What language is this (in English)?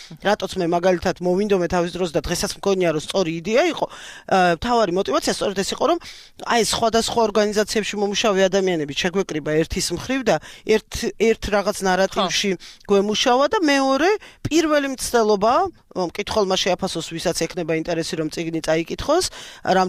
Georgian